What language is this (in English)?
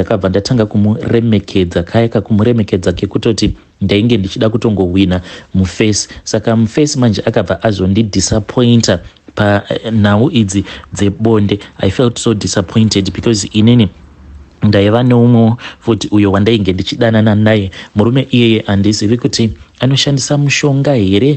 Shona